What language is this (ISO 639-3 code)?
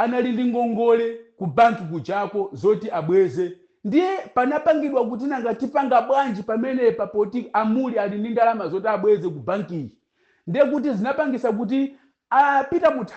nya